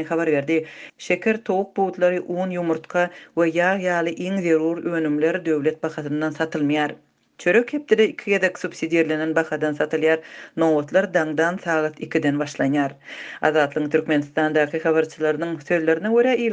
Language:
Turkmen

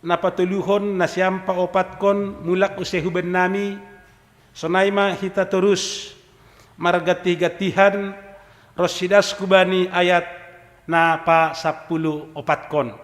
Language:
Batak Simalungun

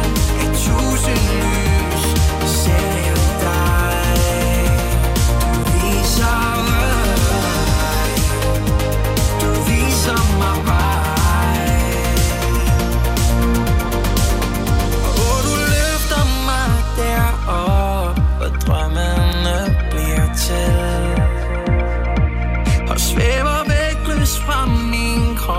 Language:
Danish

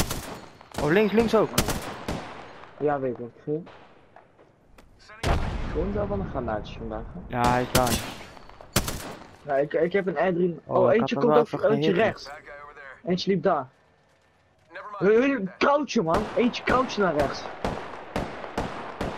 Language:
Dutch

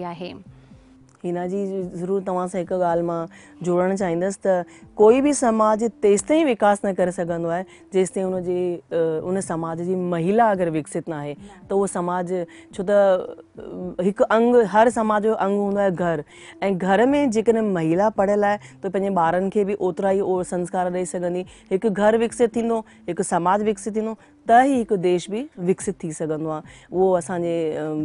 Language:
Sindhi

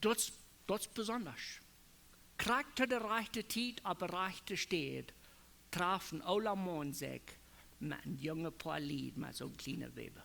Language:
Plautdietsch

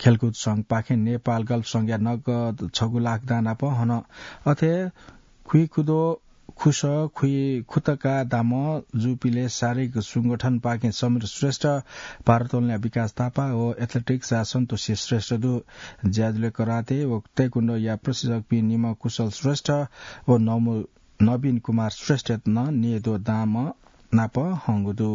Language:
Newari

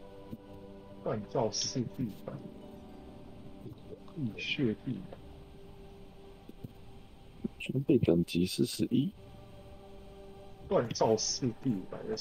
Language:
Chinese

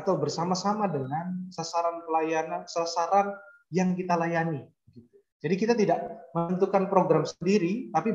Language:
Indonesian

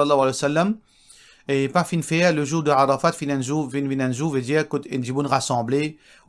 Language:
Morisyen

